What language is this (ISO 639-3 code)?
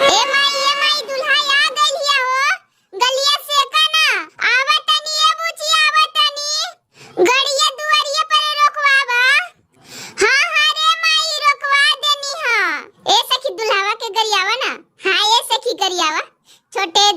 bho